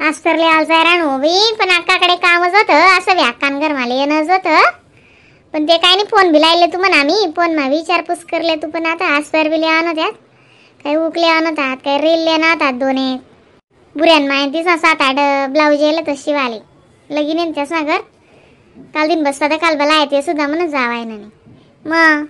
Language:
Khandesi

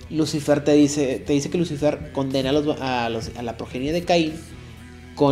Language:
Spanish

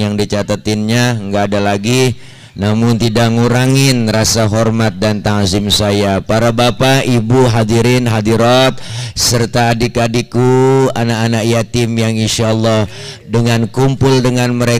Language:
Betawi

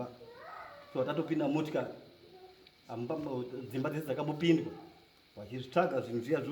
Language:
Shona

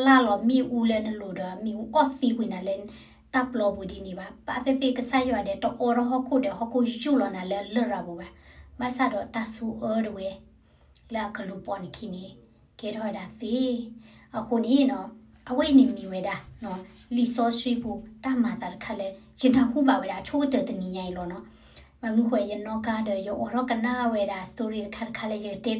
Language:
S'gaw Karen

